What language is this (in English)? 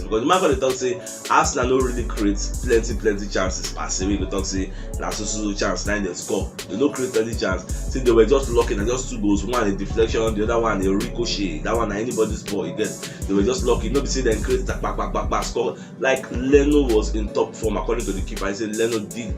Nigerian Pidgin